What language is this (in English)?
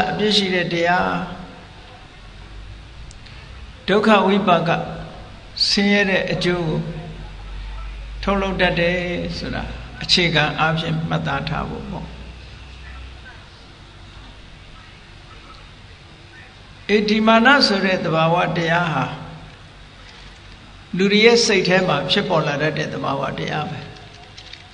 Burmese